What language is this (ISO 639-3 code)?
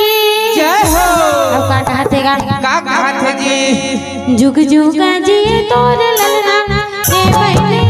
hne